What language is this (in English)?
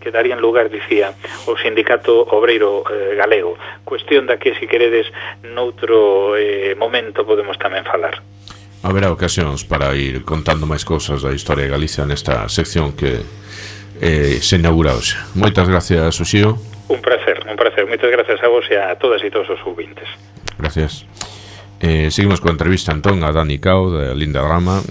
Galician